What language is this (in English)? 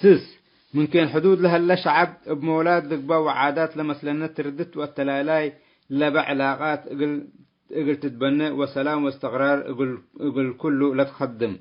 Tigre